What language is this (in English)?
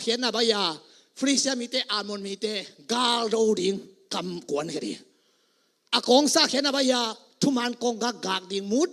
Tedim Chin